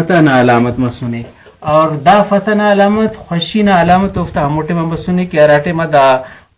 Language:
Brahui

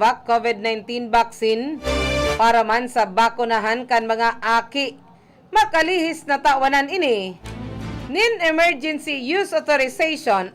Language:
Bikol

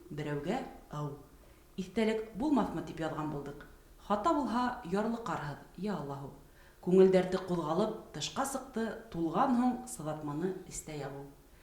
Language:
Bashkir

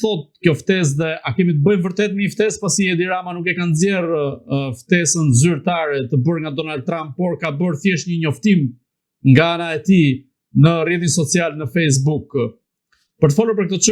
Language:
Albanian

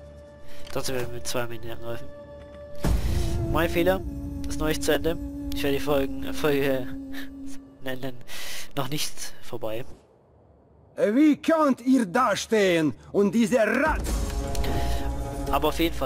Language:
German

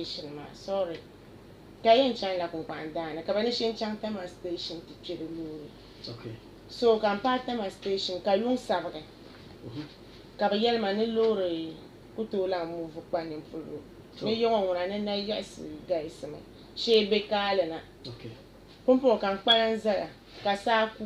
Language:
Dagbani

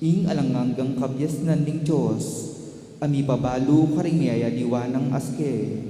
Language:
Pampanga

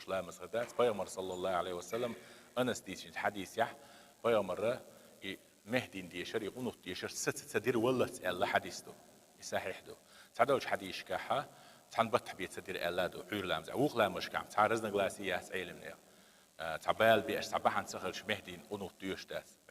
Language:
Chechen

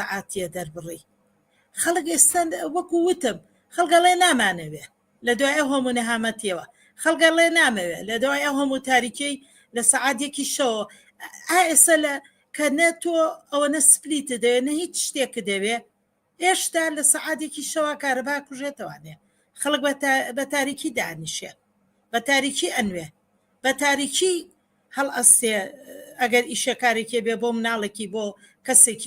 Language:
Central Kurdish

